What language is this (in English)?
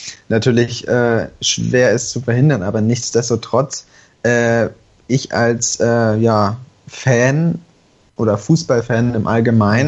German